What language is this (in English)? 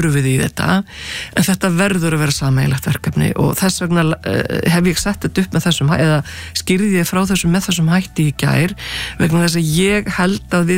Icelandic